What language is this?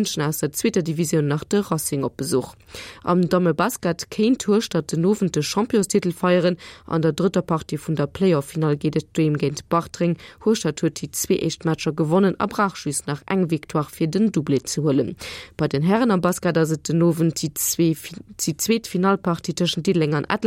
Luxembourgish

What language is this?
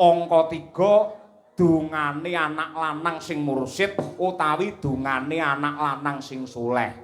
Javanese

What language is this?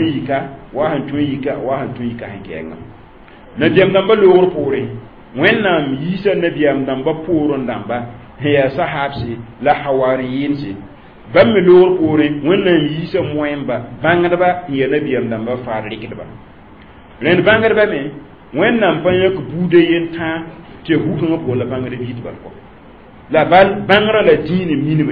Mossi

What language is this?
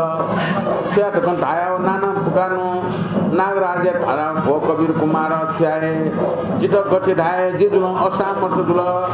Newari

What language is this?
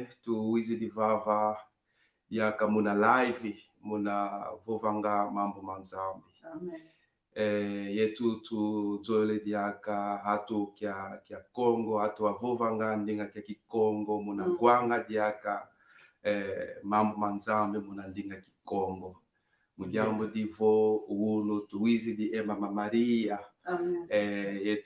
Kongo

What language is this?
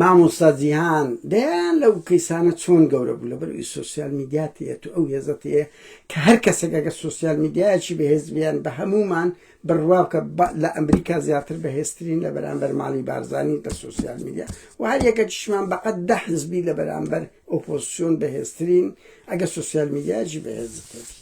Central Kurdish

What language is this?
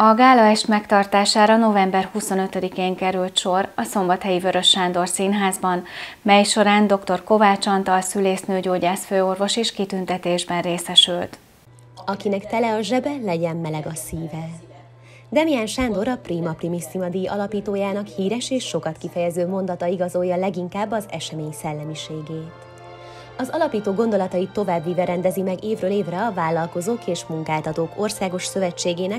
Hungarian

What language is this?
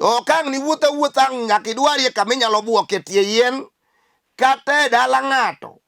Luo (Kenya and Tanzania)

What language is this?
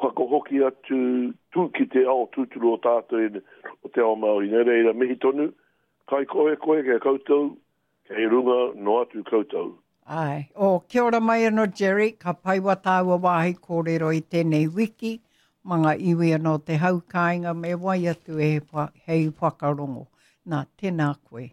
Māori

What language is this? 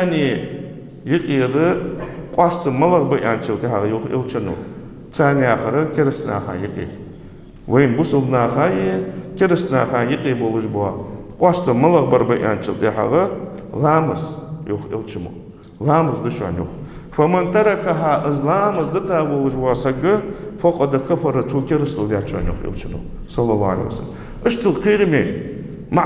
Ingush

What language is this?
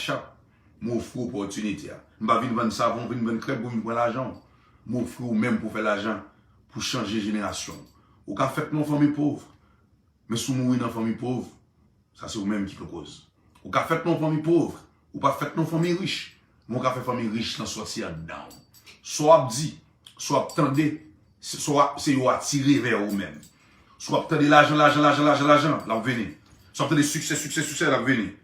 Haitian Creole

